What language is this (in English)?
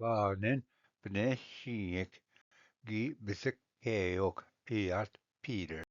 Ojibwa